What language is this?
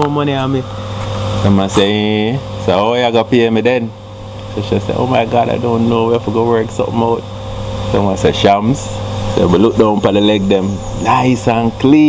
Jamaican Creole English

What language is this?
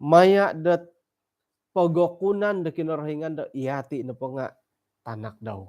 Central Dusun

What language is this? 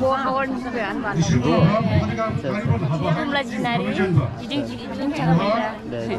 Dimasa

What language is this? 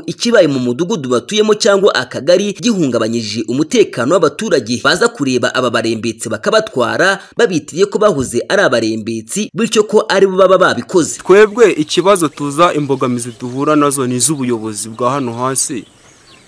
Kinyarwanda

